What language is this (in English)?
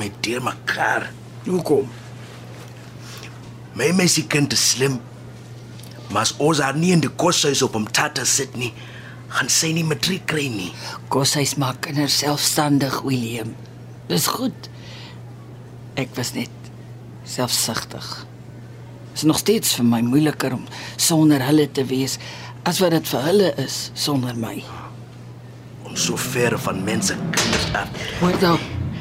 Afrikaans